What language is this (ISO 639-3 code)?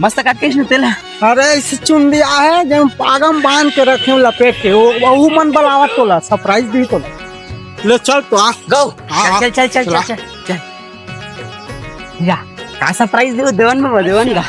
hne